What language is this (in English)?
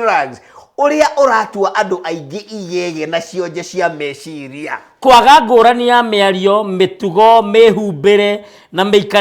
Kikuyu